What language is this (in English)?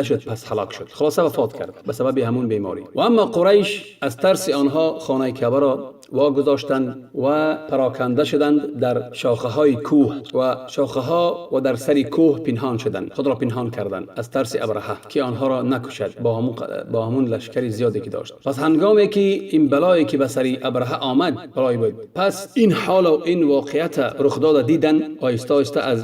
Tajik